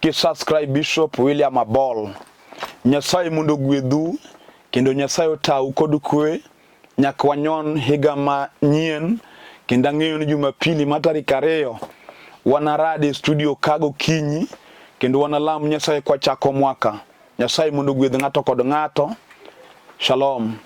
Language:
Luo (Kenya and Tanzania)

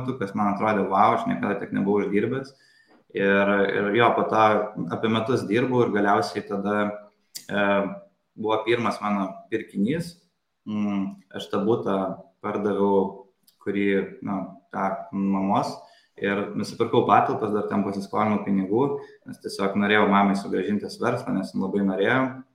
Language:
Lithuanian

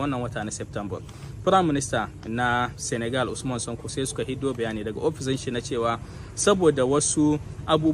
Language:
Hausa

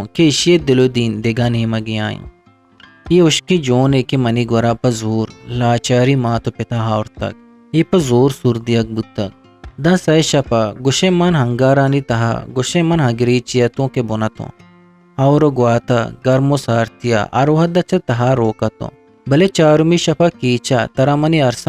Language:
Eastern Balochi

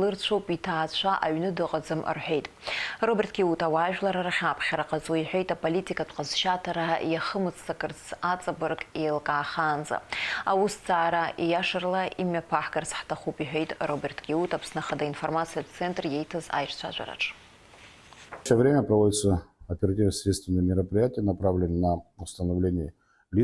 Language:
Abkhazian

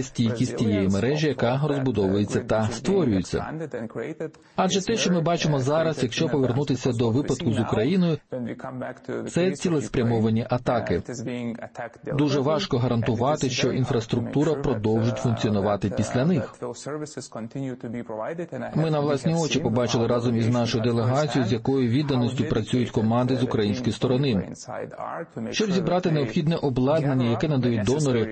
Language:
Ukrainian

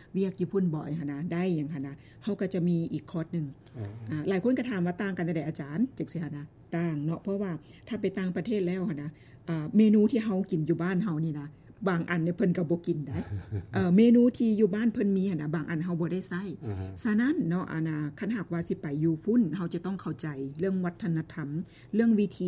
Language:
Lao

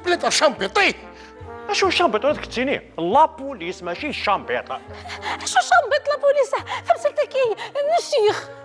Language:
Kabyle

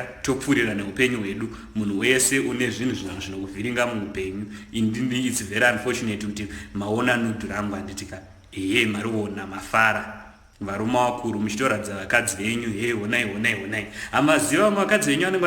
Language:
Shona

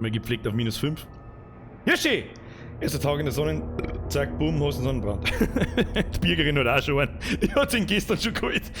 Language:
Bavarian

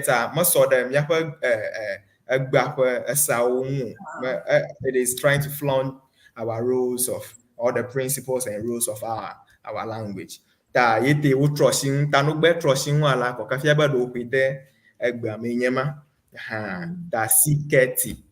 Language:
Ewe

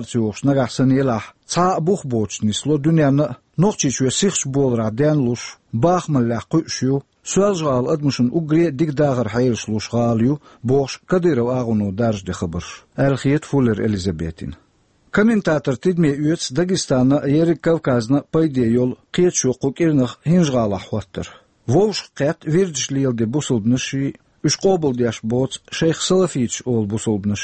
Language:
Chechen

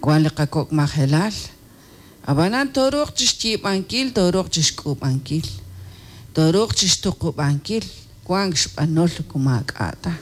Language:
Kekchí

